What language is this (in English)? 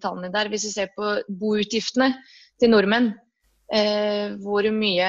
Norwegian